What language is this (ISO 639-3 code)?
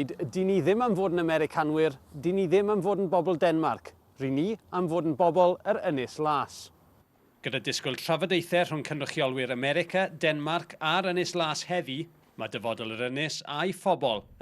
cym